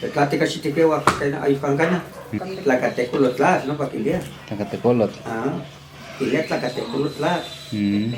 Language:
Western Huasteca Nahuatl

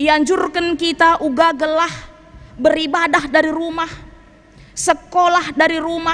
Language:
Batak Karo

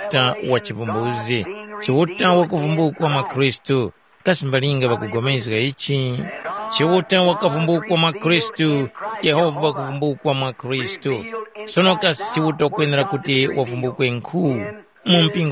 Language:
Tumbuka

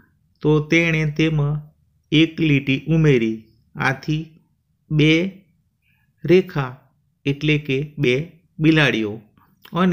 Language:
Gujarati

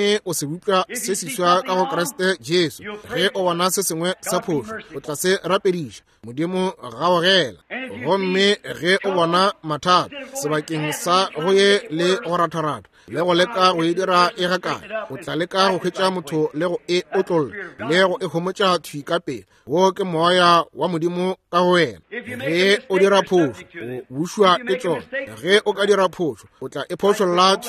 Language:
Northern Sotho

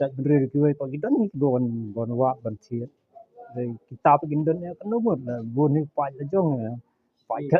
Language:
Khasi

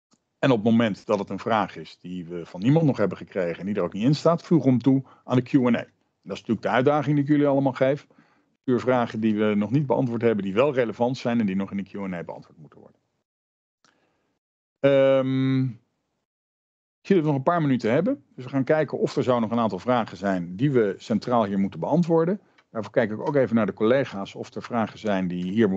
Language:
Dutch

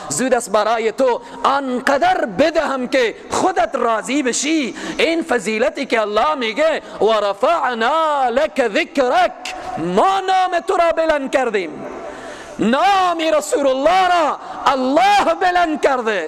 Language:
Persian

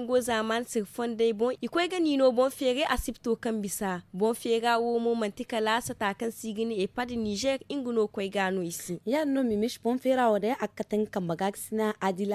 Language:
Zarma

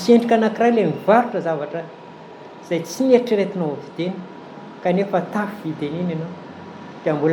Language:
Malagasy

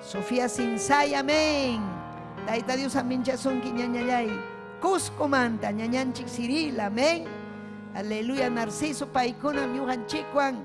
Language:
Ayacucho Quechua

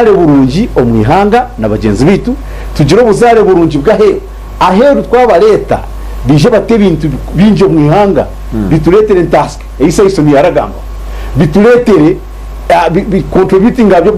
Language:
Nyankole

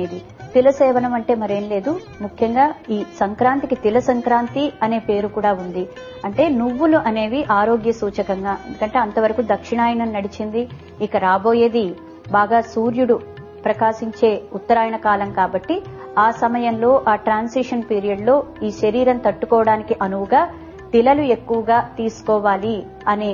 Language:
Telugu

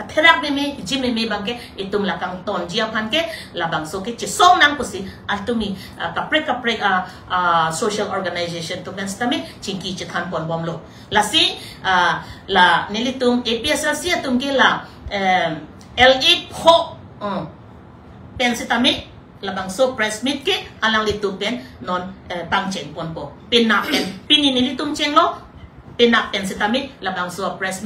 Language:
Karbi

